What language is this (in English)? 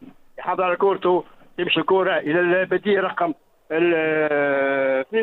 Tunisian Arabic